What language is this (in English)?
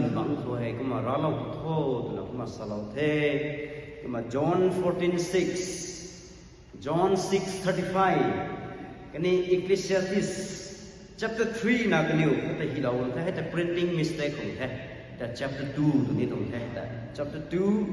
Rongmei Naga